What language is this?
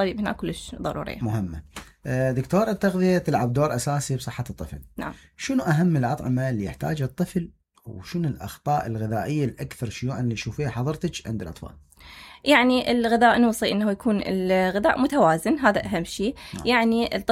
Mesopotamian Arabic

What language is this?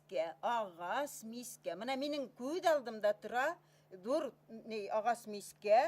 Bashkir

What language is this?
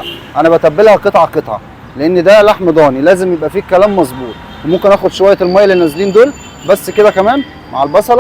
Egyptian Arabic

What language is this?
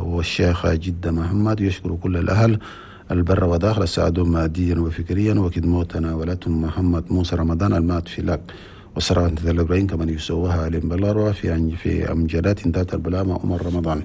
Chadian Arabic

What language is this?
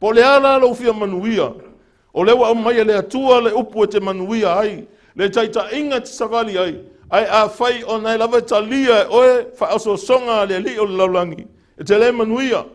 Samoan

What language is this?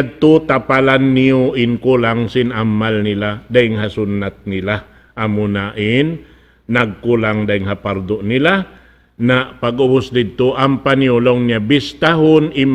Tausug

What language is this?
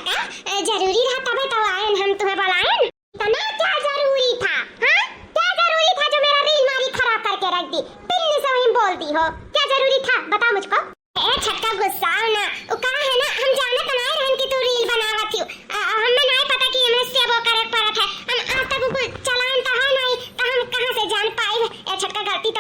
Awadhi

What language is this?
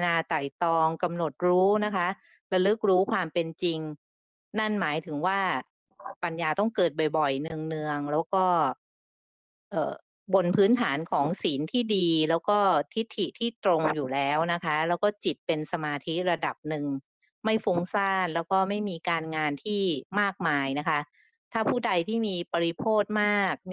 Thai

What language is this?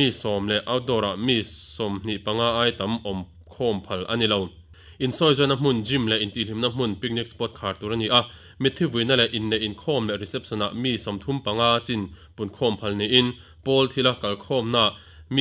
Mizo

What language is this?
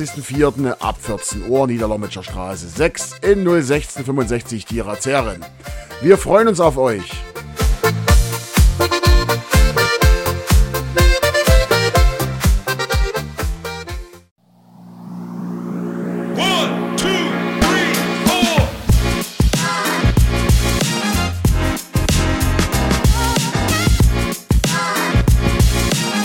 German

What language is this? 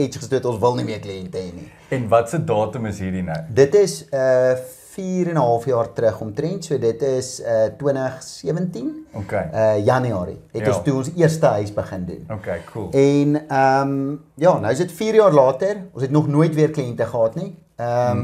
Afrikaans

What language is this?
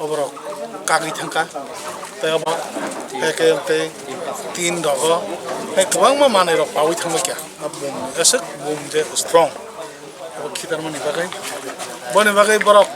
Kok Borok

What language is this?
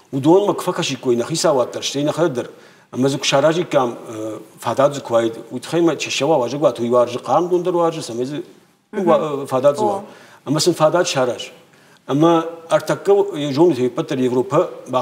Ossetic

